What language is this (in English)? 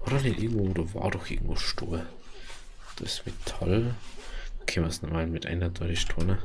Bavarian